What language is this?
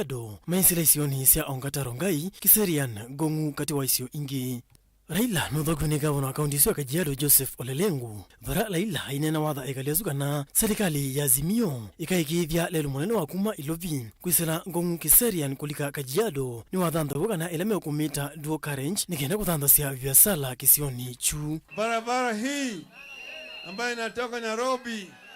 Kamba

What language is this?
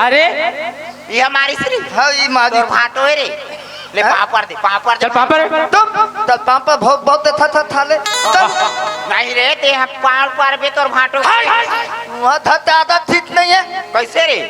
Chhattisgarhi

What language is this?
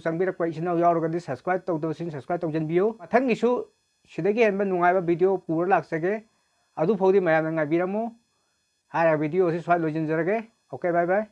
Manipuri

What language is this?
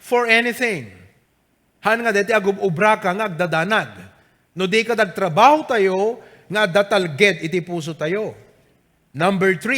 Iloko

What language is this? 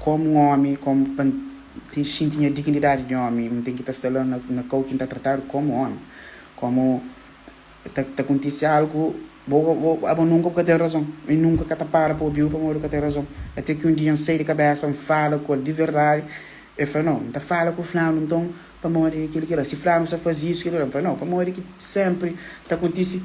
Kabuverdianu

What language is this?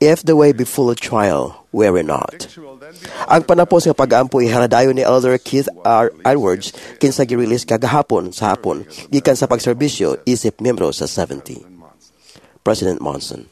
Cebuano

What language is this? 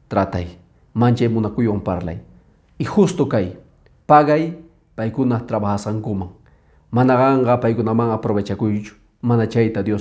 Quechua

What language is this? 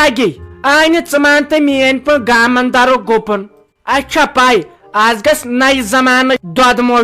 Kashmiri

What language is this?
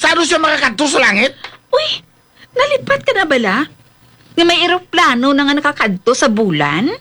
Hiligaynon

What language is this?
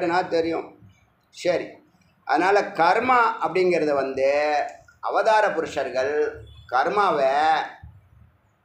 Tamil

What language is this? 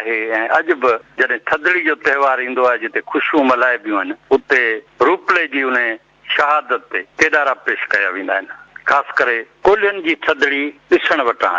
Sindhi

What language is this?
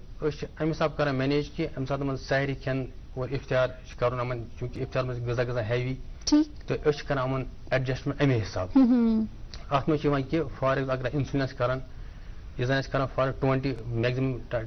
Kashmiri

